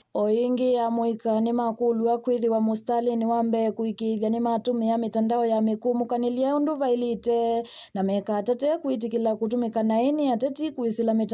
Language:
Kamba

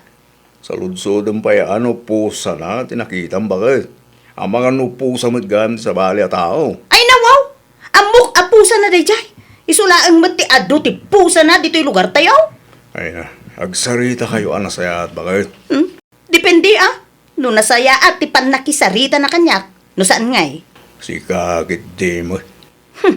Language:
Iloko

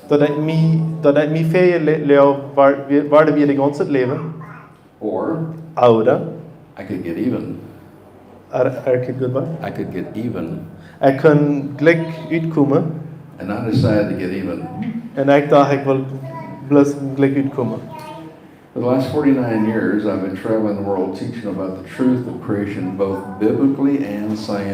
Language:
Plautdietsch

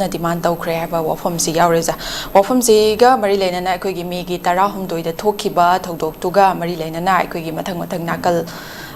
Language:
Manipuri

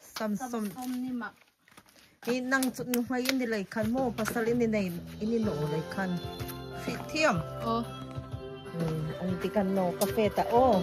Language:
Hmar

